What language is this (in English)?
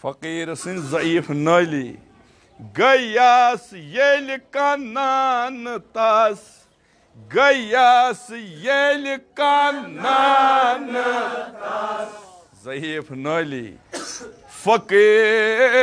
Kashmiri